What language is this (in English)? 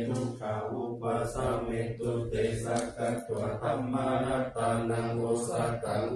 Pali